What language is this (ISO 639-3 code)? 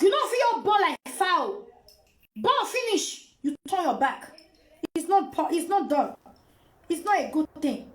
pcm